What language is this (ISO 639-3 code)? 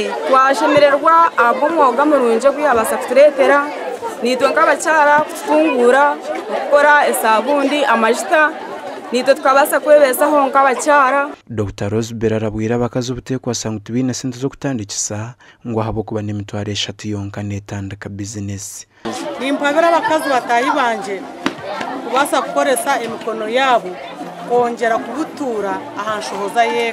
nyn